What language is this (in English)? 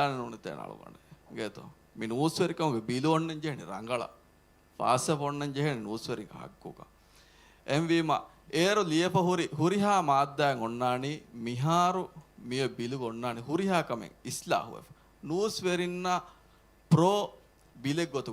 Divehi